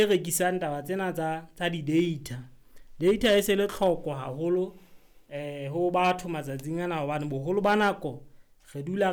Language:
Southern Sotho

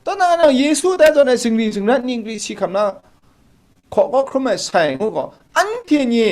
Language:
Kachin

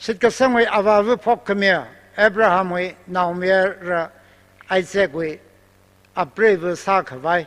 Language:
Tangkhul Naga (India)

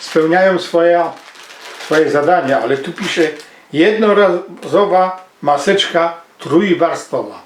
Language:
Silesian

